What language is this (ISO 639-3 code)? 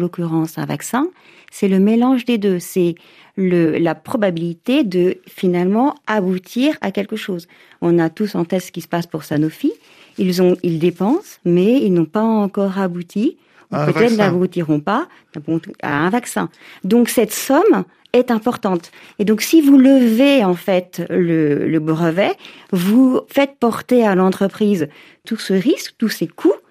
fra